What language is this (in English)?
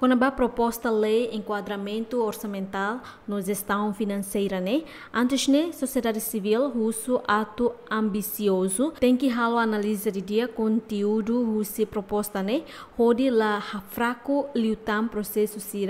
Tetum